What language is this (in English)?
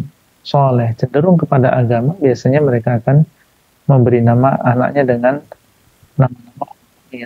Indonesian